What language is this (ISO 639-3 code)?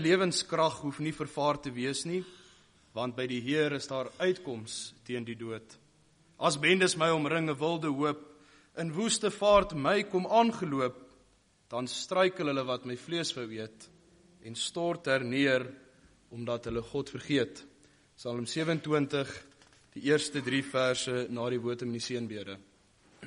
afr